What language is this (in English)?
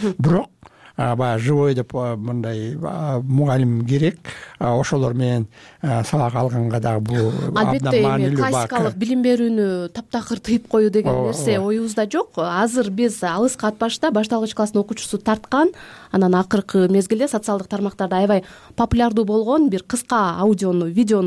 Kyrgyz